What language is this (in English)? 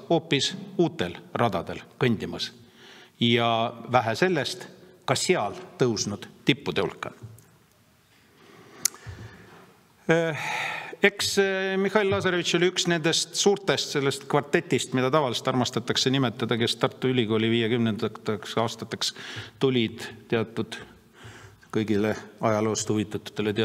Estonian